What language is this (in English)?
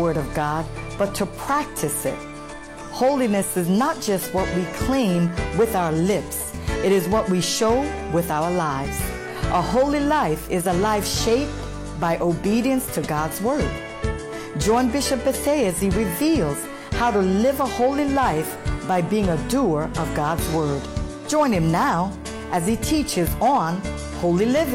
English